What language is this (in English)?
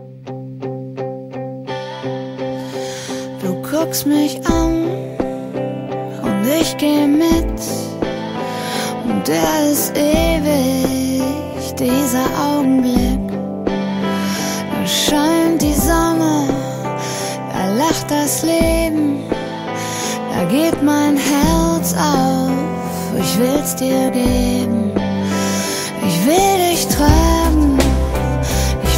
German